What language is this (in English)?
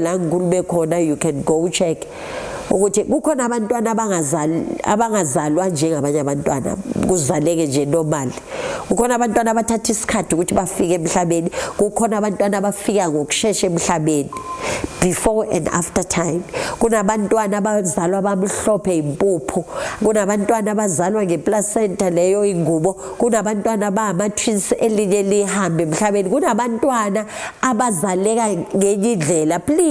Zulu